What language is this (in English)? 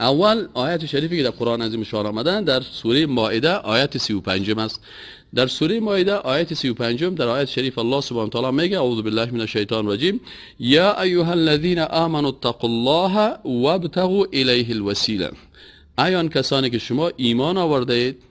Persian